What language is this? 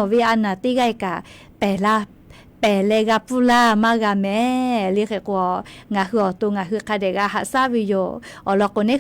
Lahu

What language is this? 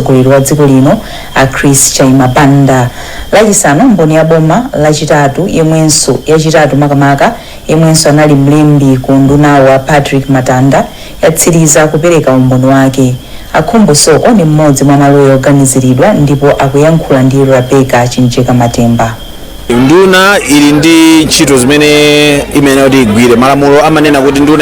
Nyanja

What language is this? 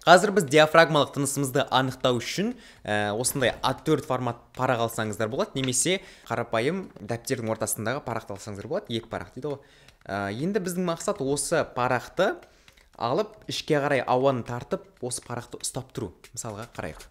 Kazakh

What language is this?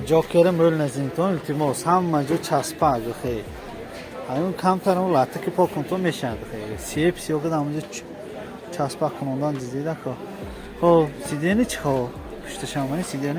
Tajik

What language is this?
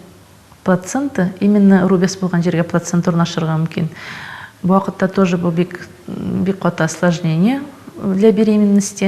Tatar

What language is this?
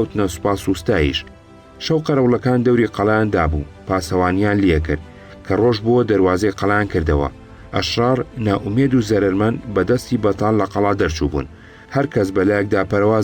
Central Kurdish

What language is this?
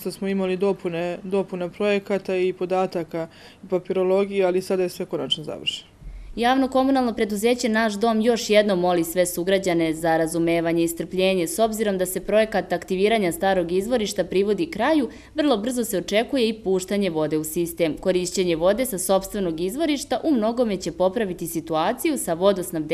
Serbian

